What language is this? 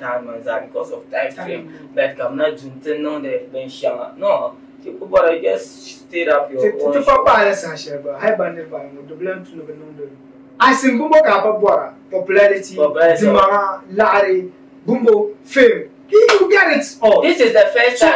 Dagbani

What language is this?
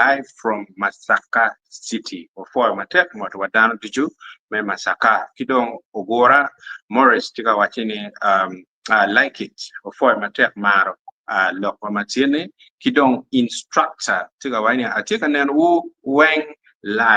Acoli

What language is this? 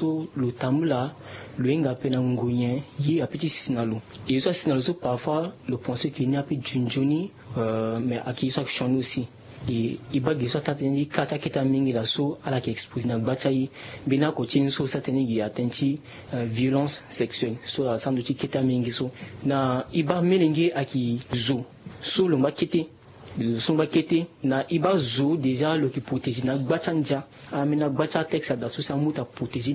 Sango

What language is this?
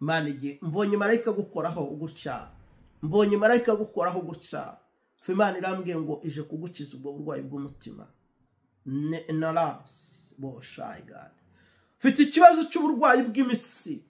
Kinyarwanda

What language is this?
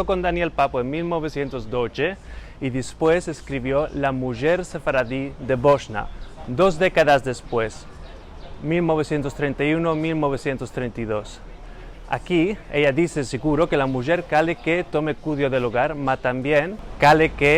Ladino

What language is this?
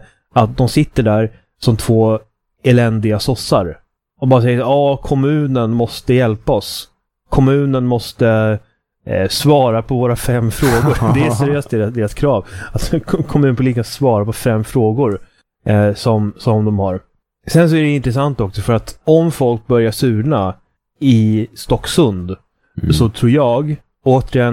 Swedish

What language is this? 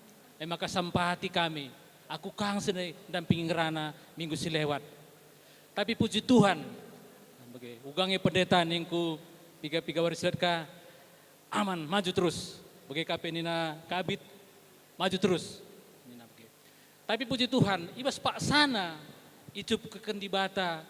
Batak Karo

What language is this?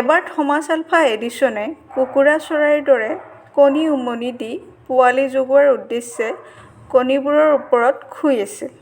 Assamese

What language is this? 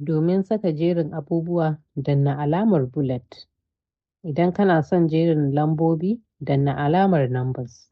Hausa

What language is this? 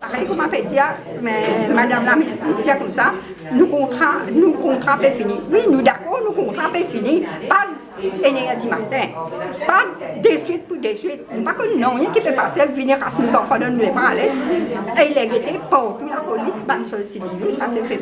Morisyen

